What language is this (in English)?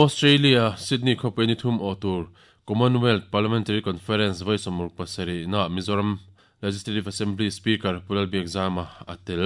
Mizo